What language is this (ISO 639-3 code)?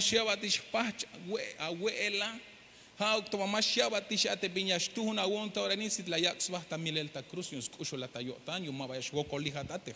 tzh